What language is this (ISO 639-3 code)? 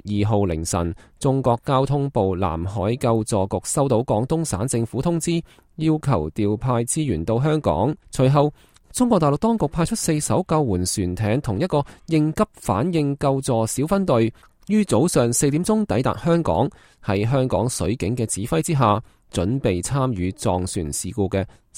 yue